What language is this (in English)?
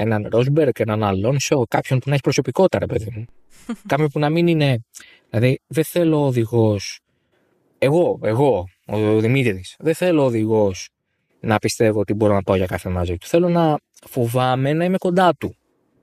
Greek